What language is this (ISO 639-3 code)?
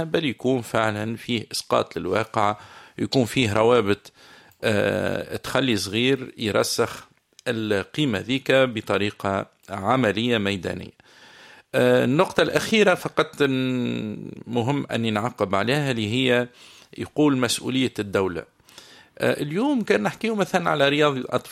aeb